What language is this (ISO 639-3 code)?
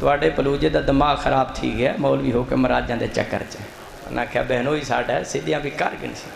skr